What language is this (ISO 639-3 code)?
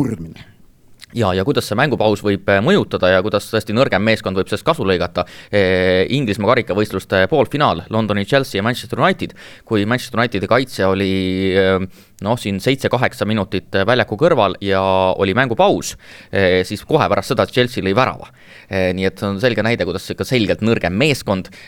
est